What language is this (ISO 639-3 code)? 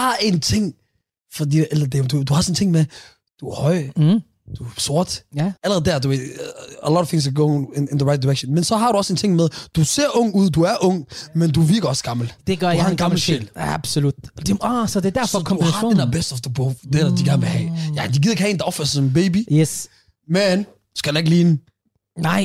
dan